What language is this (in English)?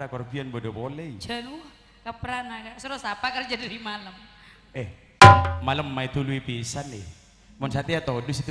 Madurese